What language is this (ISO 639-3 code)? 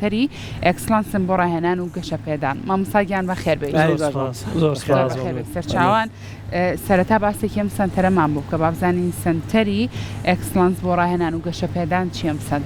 ckb